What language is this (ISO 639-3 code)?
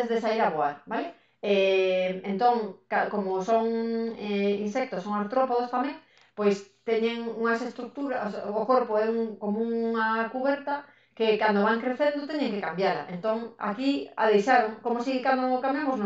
glg